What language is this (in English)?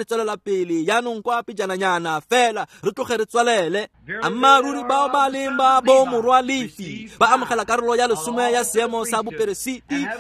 Tswana